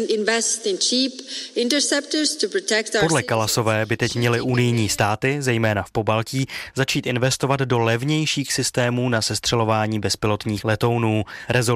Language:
Czech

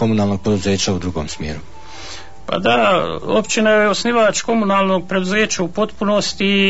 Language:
Bosnian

